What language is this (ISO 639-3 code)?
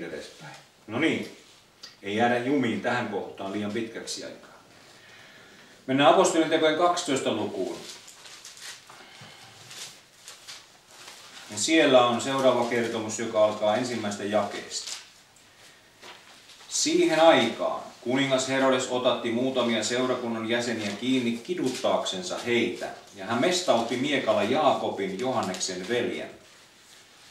fin